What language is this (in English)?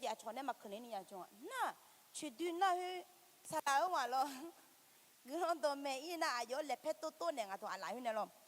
Akha